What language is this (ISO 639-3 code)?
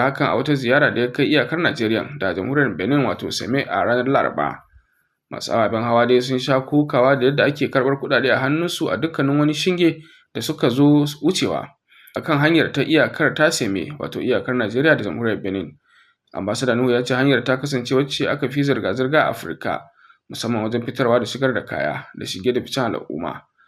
hau